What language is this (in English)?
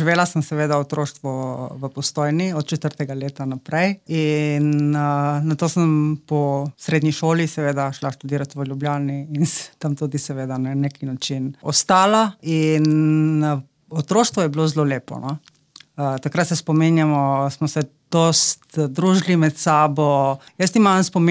Slovenian